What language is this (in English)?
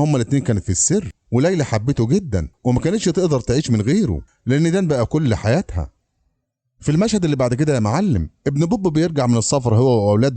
Egyptian Arabic